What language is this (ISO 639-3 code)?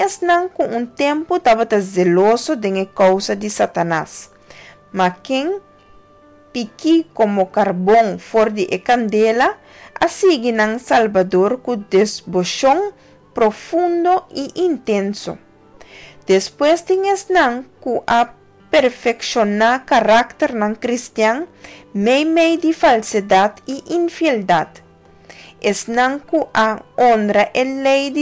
pap